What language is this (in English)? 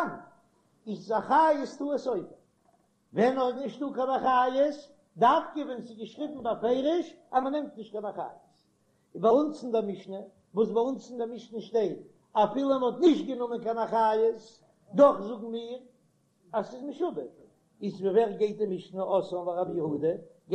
Yiddish